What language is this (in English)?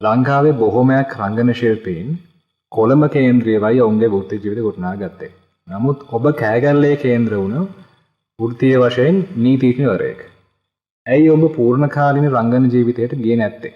Sinhala